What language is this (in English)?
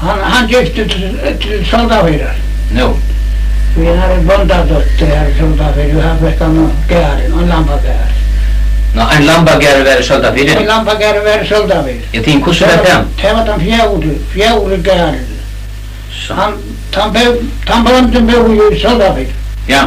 Faroese